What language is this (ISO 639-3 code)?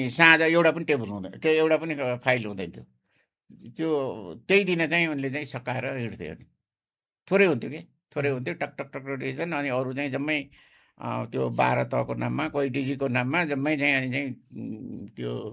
nep